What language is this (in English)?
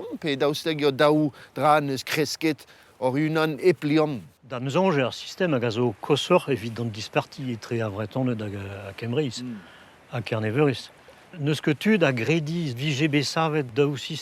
Breton